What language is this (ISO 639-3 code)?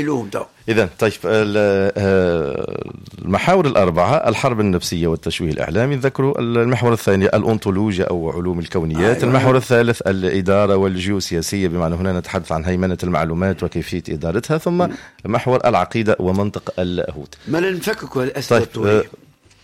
aeb